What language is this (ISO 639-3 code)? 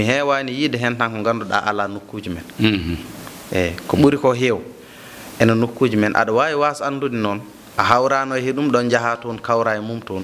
ful